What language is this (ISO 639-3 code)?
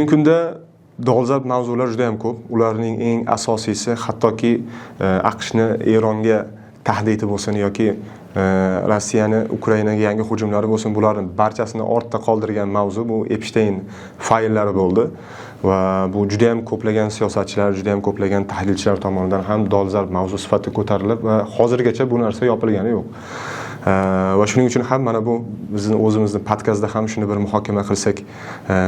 uzb